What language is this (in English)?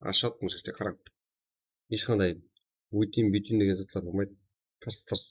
Kara-Kalpak